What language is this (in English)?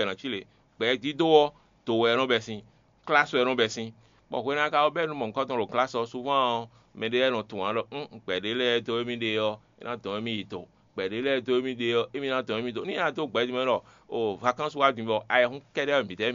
Fon